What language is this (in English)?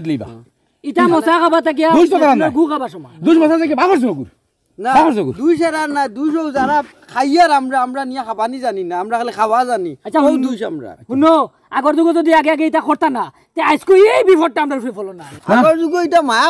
Sylheti